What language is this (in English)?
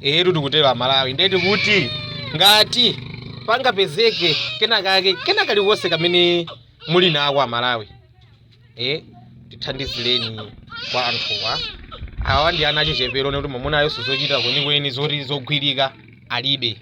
Nyanja